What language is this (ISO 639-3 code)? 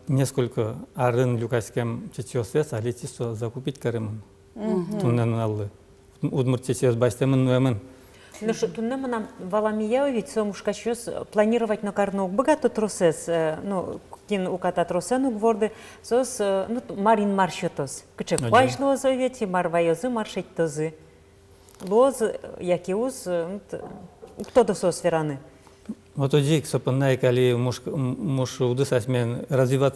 udm